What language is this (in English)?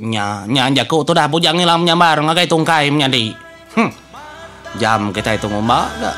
Iban